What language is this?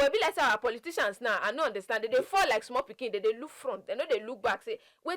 Nigerian Pidgin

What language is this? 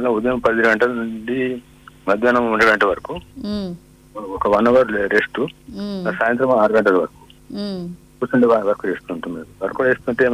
Telugu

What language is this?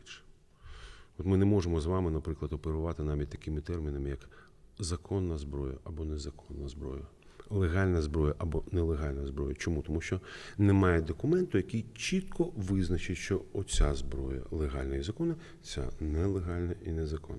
Ukrainian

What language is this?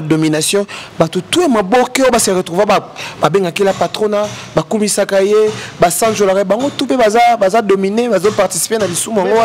Lingala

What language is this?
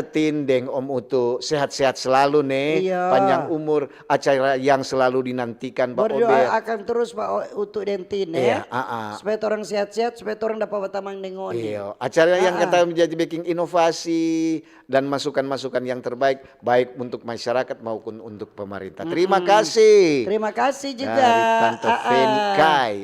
Manado Malay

